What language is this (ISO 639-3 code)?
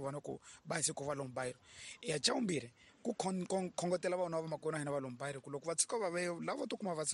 tso